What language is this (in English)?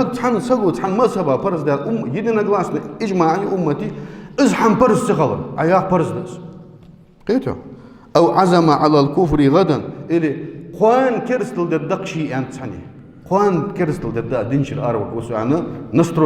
Ingush